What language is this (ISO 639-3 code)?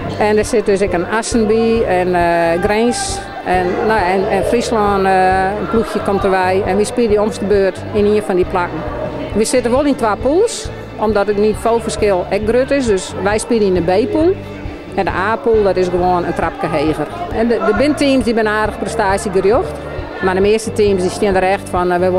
fry